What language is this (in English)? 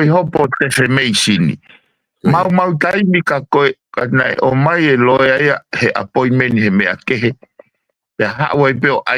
Tongan